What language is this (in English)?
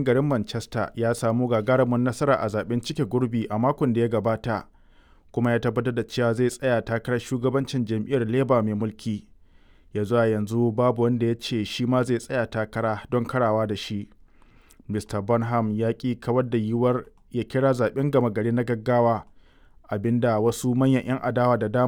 Hausa